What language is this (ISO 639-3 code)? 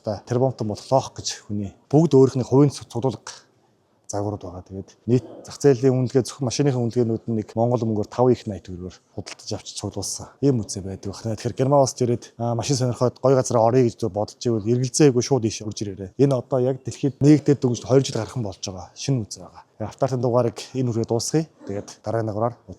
mon